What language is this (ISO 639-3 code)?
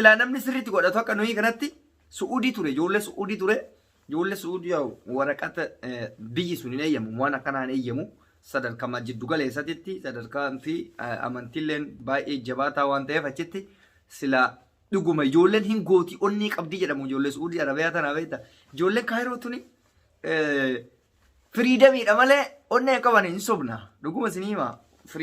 orm